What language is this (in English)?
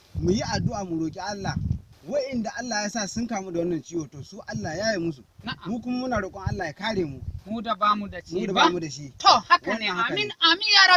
Hausa